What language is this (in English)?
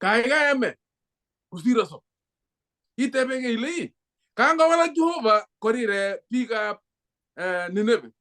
Kalenjin